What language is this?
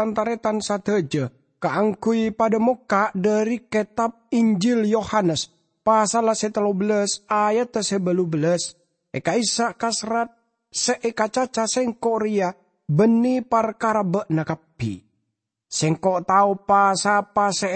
Madurese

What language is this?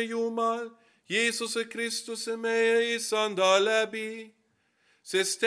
Estonian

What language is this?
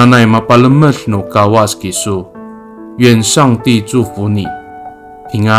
Amis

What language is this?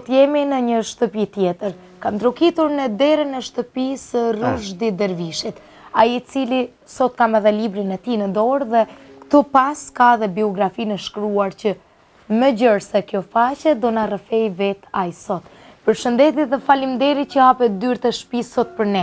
Albanian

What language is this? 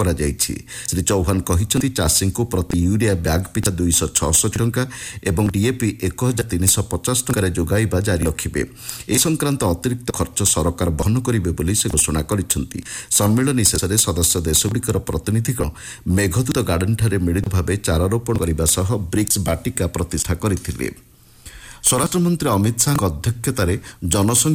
Odia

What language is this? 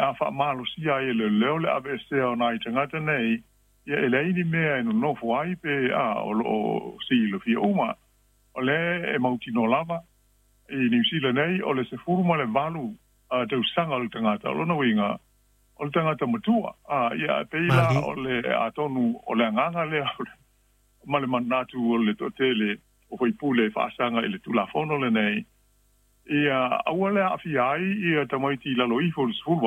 Samoan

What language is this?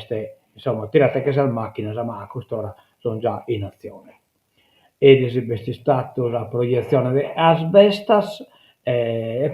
Sardinian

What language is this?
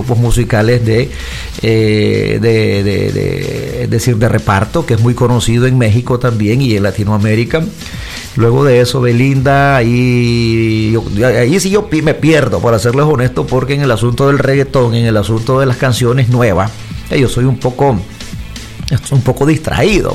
Spanish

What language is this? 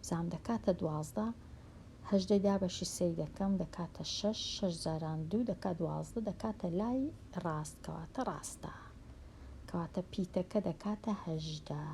Central Kurdish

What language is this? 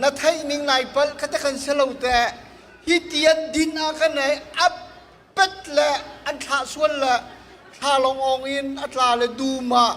Hakha Chin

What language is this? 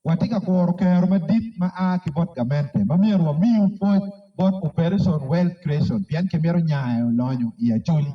Acoli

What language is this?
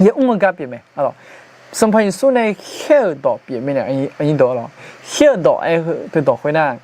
Akha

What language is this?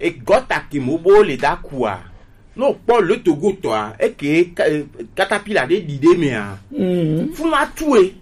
Gen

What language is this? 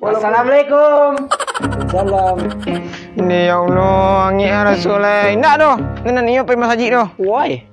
Minangkabau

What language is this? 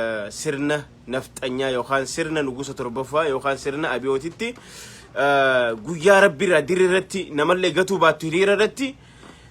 Oromo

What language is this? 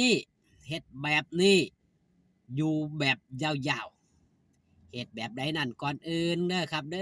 Northeastern Thai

